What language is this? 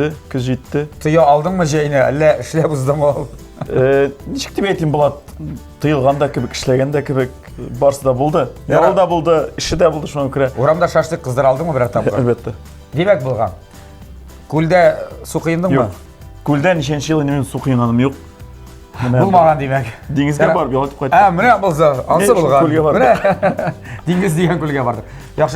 Tatar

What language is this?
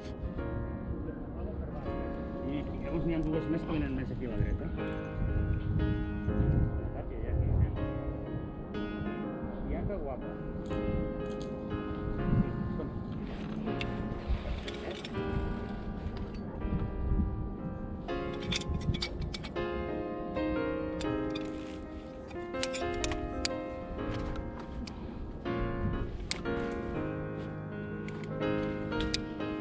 Catalan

